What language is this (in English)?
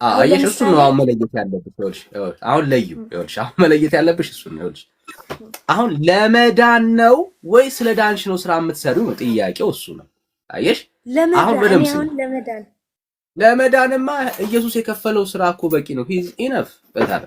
Amharic